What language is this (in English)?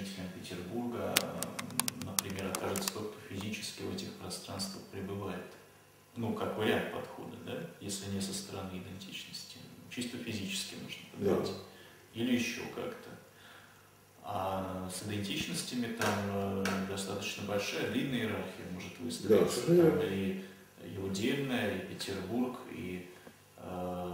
Russian